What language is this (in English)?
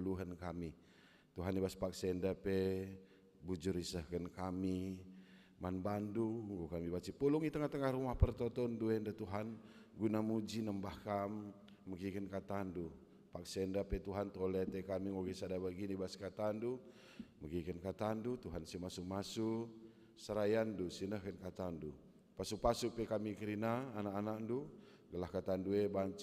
Batak Karo